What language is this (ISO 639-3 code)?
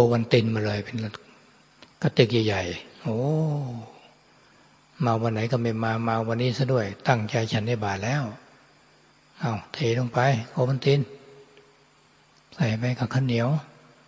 tha